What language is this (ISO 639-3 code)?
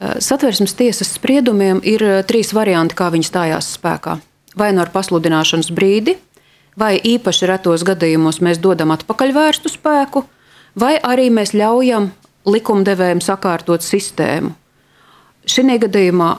lav